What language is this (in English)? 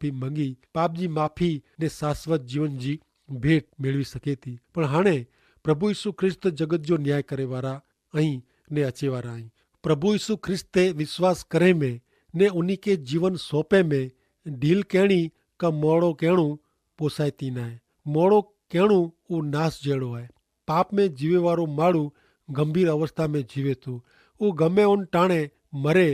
Kachhi